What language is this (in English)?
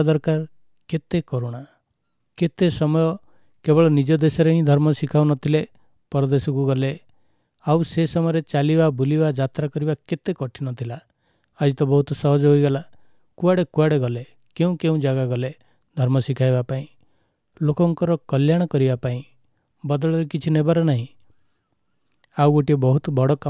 Odia